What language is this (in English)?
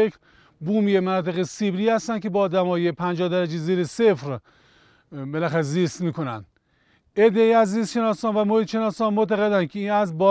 Persian